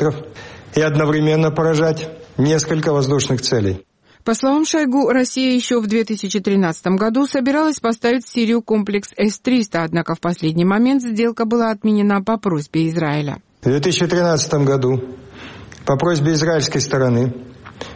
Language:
Russian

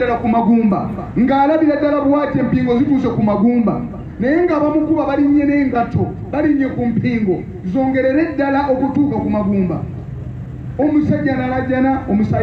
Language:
Ganda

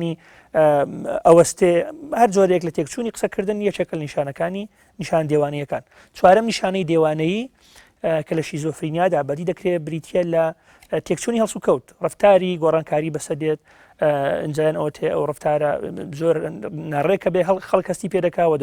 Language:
Central Kurdish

